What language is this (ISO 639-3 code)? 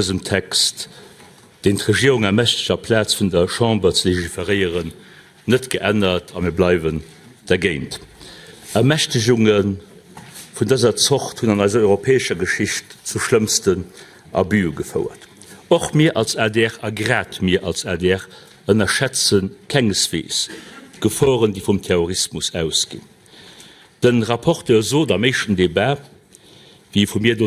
ltz